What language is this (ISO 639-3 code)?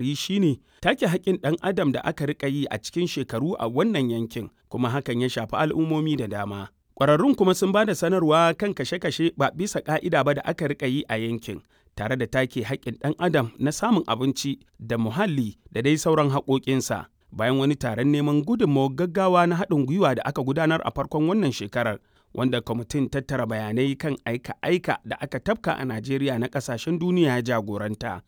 hau